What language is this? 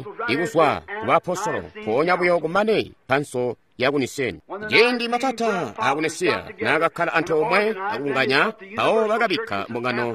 Tonga (Zambia)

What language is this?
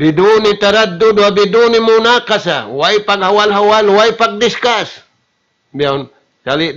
Tausug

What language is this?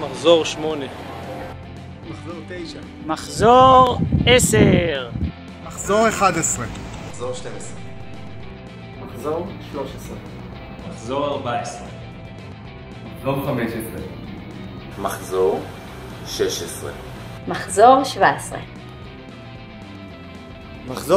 Hebrew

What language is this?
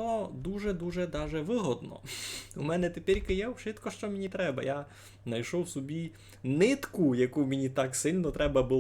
Rusyn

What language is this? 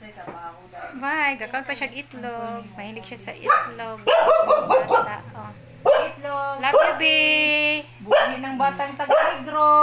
Cebuano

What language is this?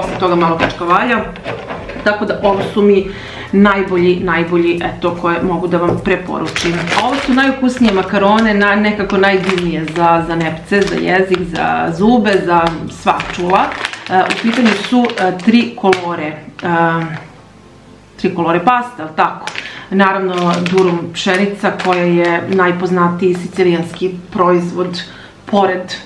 Serbian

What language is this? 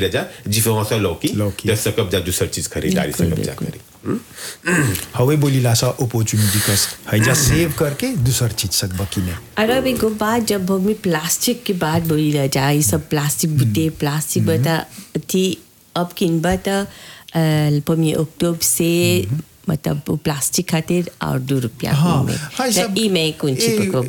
Bhojpuri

